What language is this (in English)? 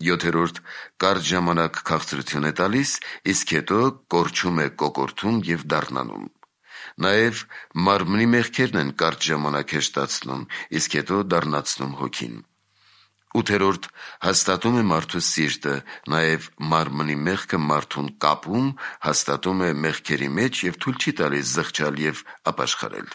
Armenian